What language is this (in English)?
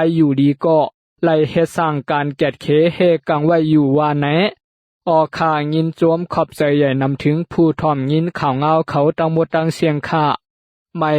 Shan